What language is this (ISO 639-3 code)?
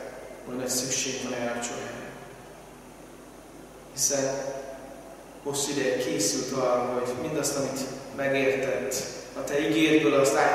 hun